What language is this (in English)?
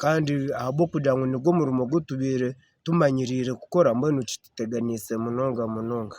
Nyankole